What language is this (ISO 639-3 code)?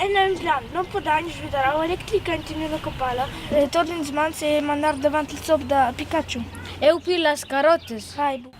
roh